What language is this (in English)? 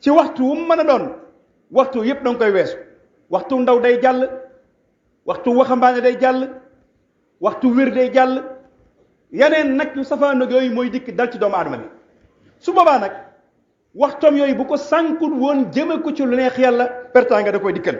Wolof